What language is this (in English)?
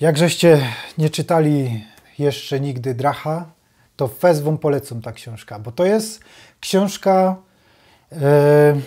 Silesian